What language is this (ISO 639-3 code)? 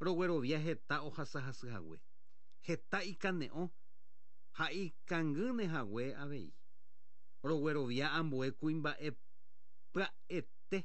grn